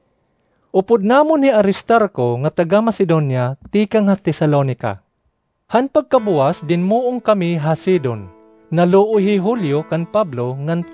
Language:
Waray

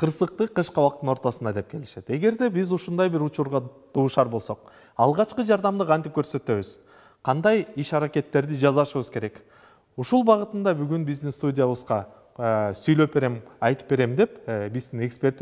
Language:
Kyrgyz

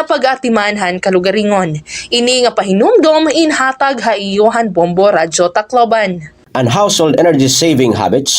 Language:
Waray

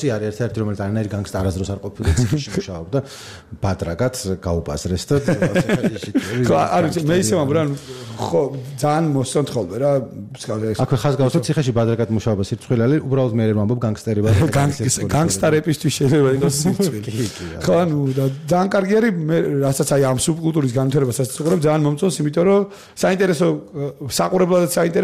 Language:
Georgian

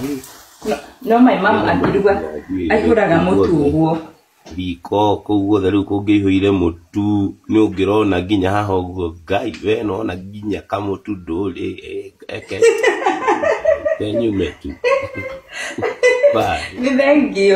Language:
Kikuyu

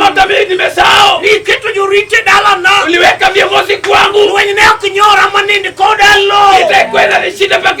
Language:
Luo (Kenya and Tanzania)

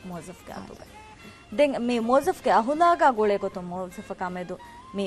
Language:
Divehi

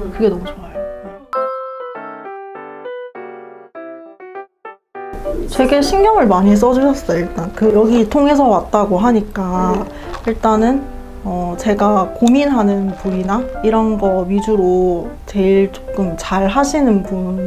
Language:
Korean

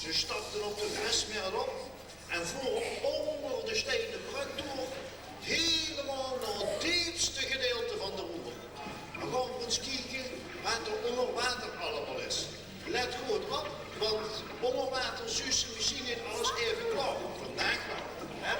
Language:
Limburgish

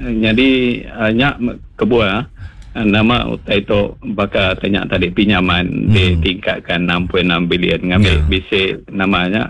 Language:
Iban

